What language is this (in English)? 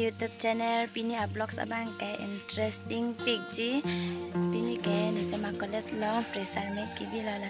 Karbi